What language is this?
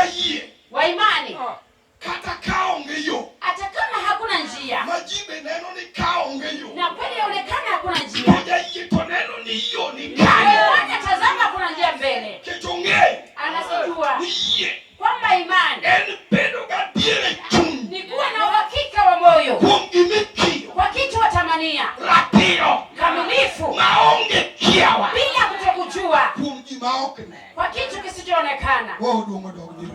Luo (Kenya and Tanzania)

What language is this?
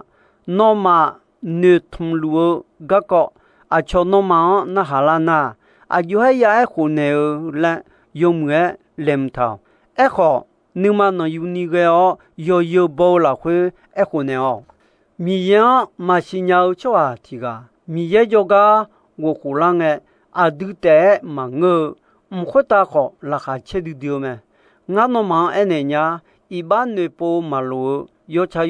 Akha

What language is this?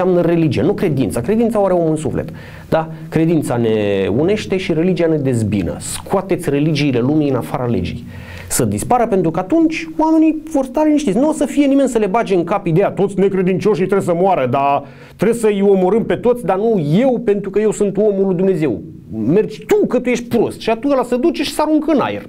Romanian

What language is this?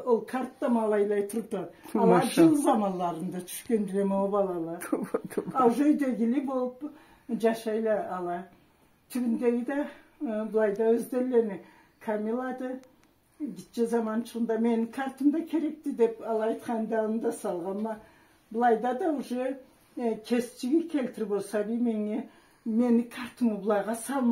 Karachay-Balkar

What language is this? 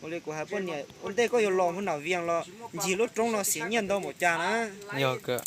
Hmong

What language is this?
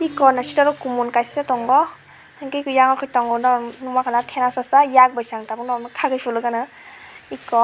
Kok Borok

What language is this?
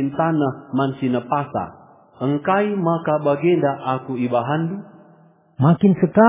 Batak Karo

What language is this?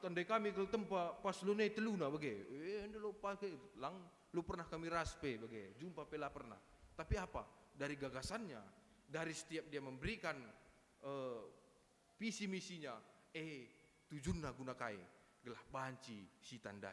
Batak Karo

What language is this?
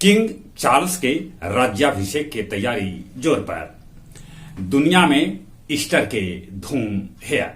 Magahi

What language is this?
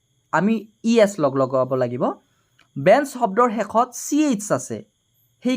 Assamese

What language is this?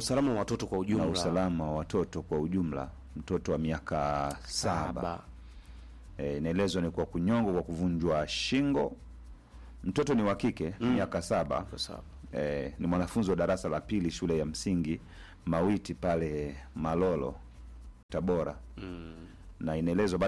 Swahili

